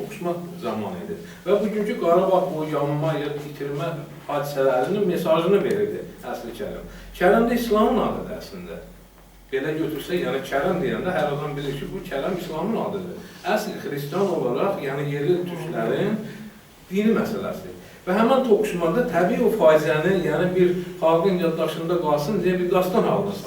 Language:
Azerbaijani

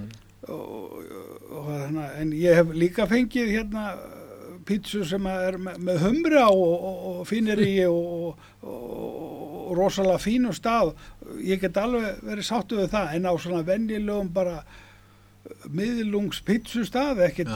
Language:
Icelandic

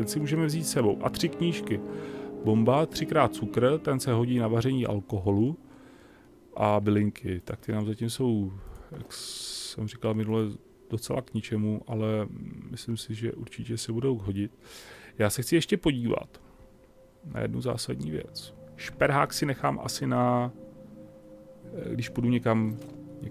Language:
Czech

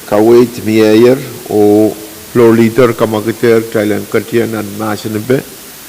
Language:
Pohnpeian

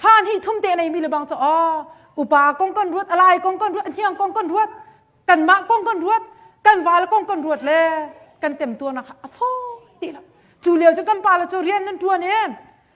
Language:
Hakha Chin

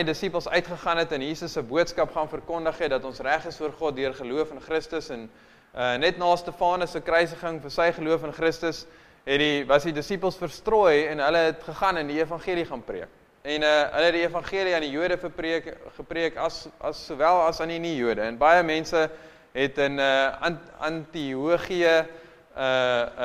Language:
Afrikaans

